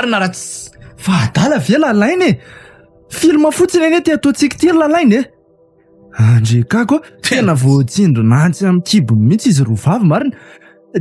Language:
Malagasy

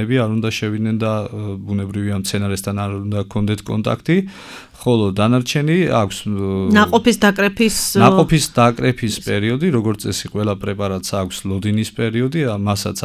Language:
Georgian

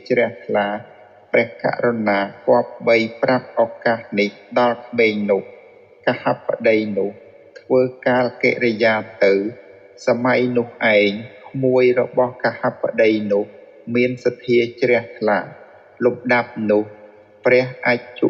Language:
Khmer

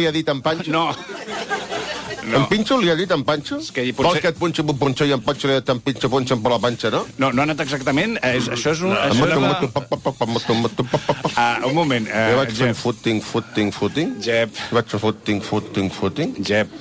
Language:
Catalan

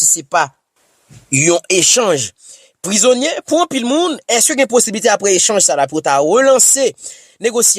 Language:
Haitian Creole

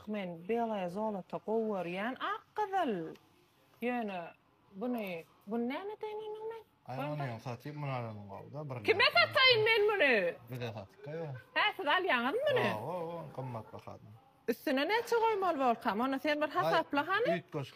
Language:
Turkmen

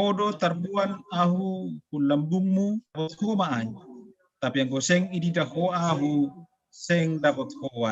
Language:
Batak Simalungun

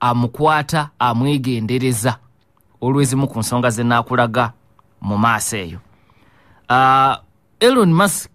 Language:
Ganda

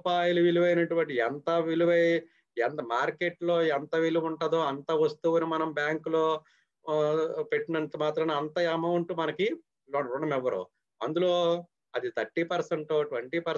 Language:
Telugu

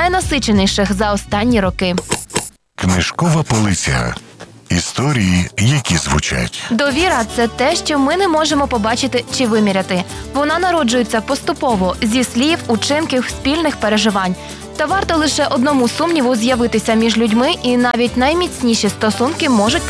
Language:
Ukrainian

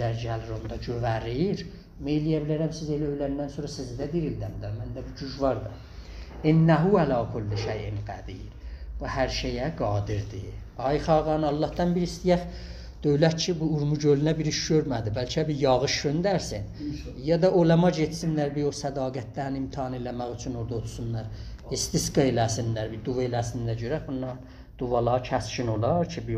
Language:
South Azerbaijani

